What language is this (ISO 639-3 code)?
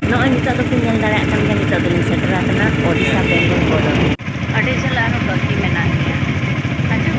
sat